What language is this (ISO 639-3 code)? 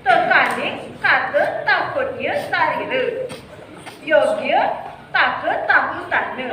kaw